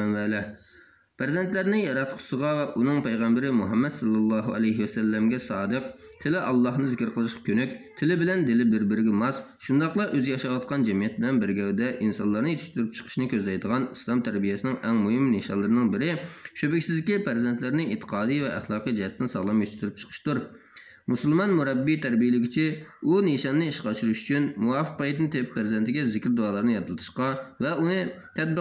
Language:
Uyghur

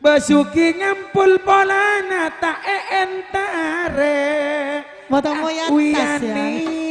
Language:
Madurese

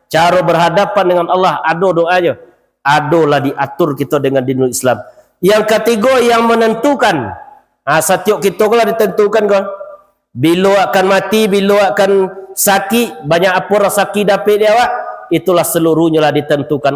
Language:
Minangkabau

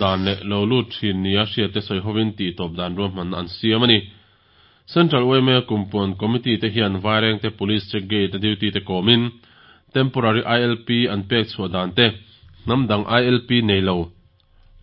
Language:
Mizo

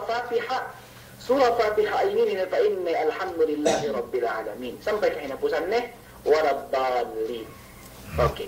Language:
Yakan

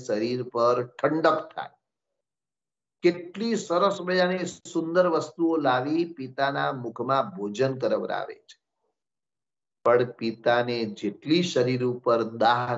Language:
Gujarati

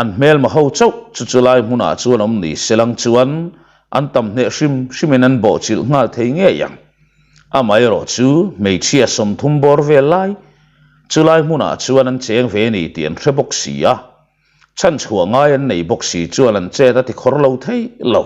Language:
Mizo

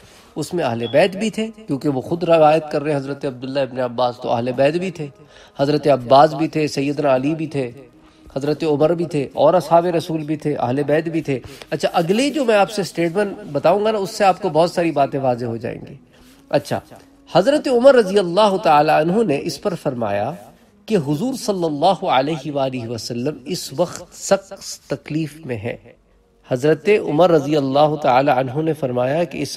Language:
Urdu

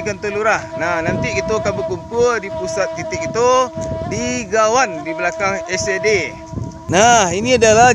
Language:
Minangkabau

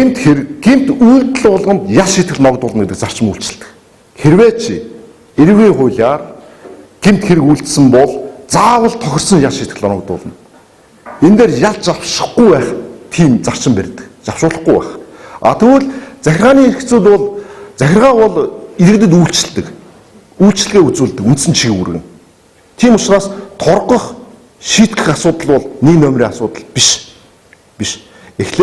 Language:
Mongolian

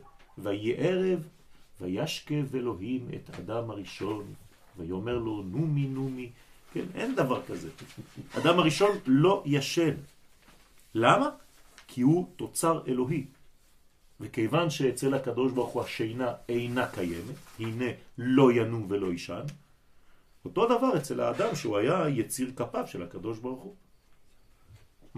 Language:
Hebrew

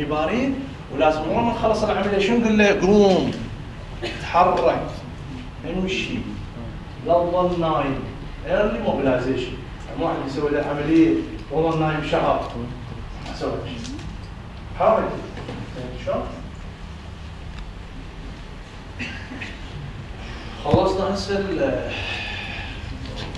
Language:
Mesopotamian Arabic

